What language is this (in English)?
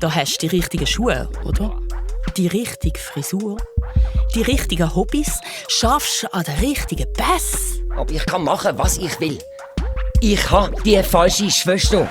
Swiss German